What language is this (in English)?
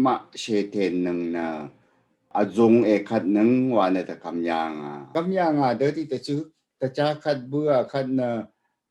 Rawang